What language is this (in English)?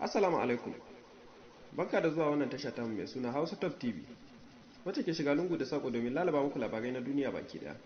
Hausa